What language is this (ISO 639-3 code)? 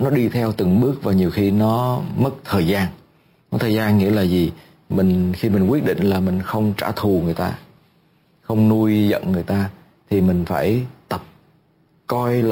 vie